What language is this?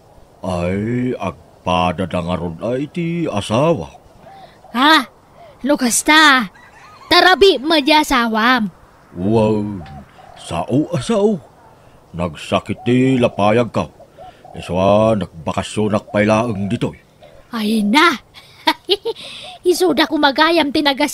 Iloko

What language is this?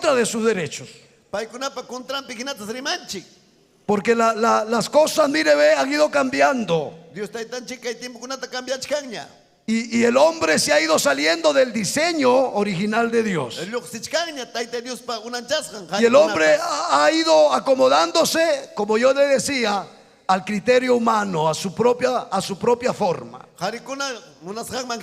Ayacucho Quechua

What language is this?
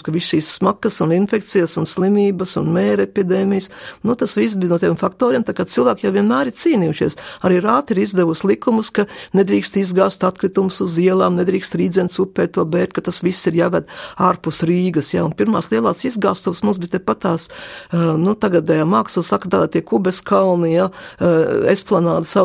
Latvian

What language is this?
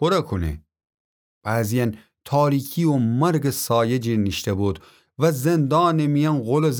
Gilaki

